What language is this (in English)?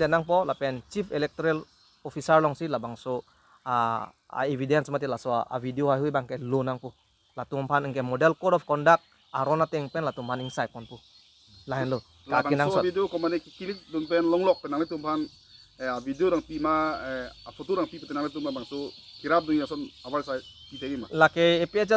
Karbi